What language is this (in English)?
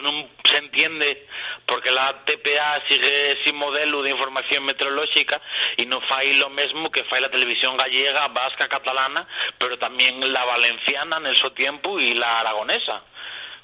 Asturian